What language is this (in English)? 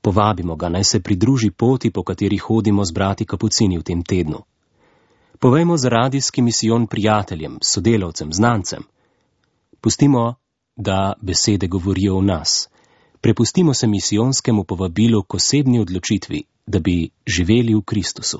Slovenian